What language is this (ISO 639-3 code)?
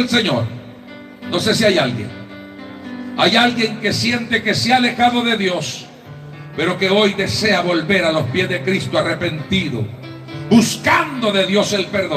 spa